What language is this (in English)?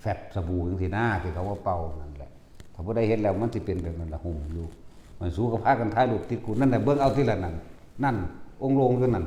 Northeastern Thai